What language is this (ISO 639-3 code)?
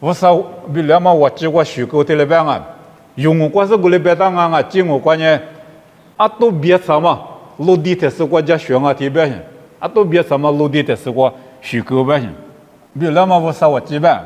lis